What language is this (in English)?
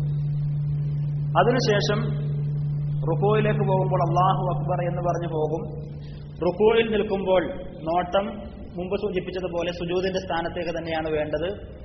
Malayalam